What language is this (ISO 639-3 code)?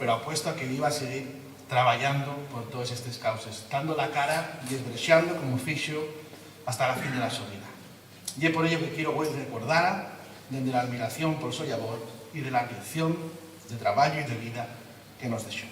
ast